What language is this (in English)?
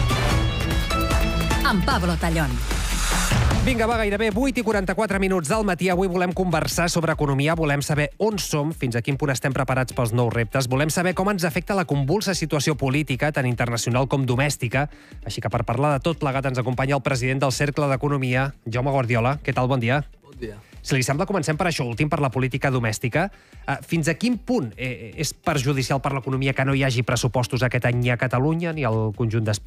Catalan